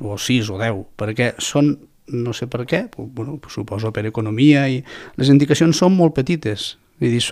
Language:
Catalan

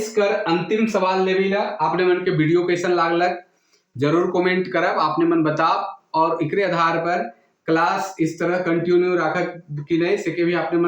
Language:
Sadri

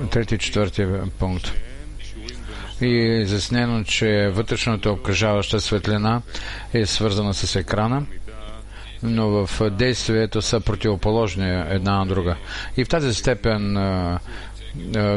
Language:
Bulgarian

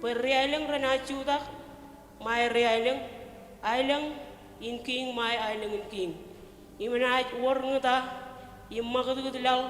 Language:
Marshallese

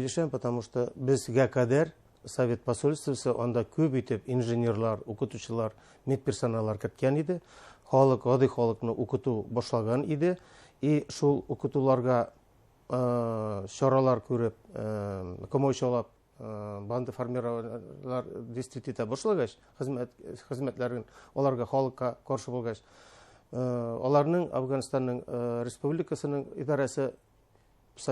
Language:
Bashkir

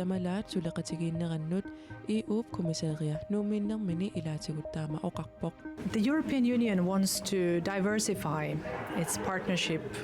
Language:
Kalaallisut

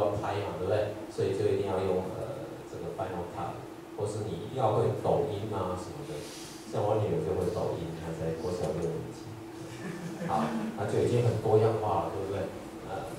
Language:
Chinese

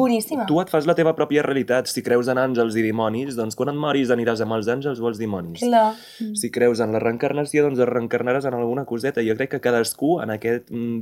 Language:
Catalan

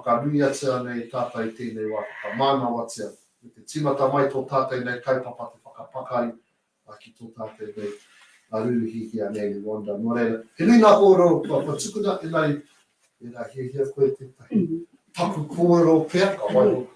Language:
Māori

